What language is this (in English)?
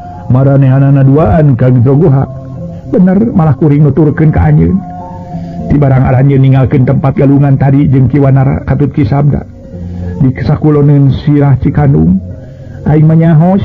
Sundanese